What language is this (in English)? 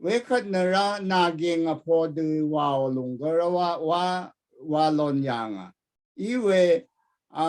Rawang